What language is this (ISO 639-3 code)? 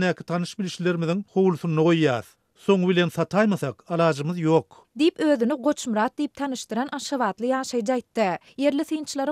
tuk